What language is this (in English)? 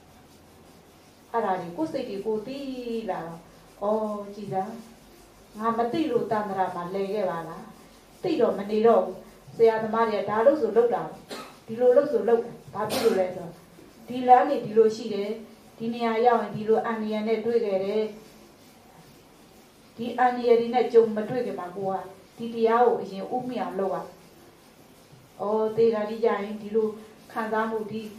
Burmese